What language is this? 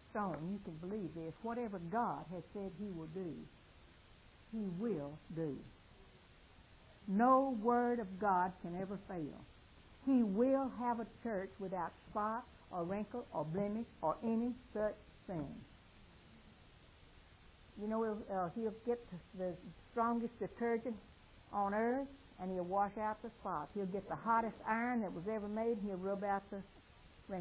English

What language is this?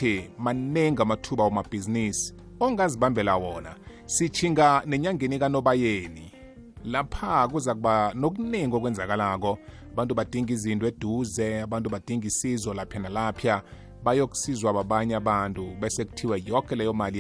South Ndebele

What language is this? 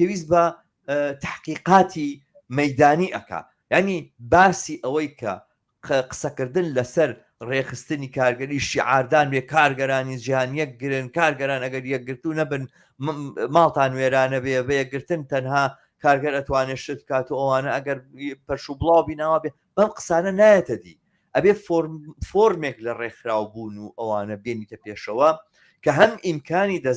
Central Kurdish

